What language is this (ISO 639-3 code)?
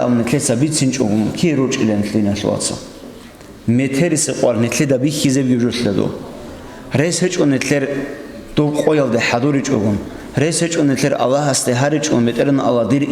ava